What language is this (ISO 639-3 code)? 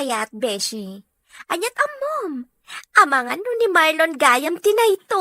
ilo